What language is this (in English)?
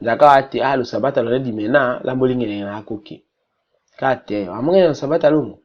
Tetela